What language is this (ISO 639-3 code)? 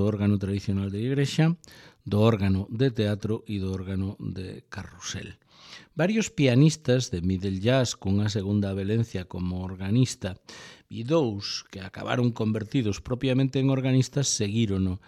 glg